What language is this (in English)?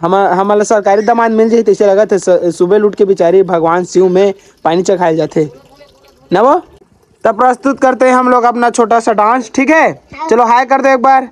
Chhattisgarhi